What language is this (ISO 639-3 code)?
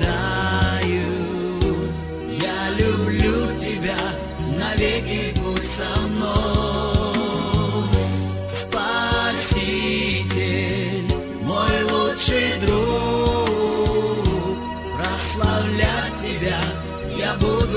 rus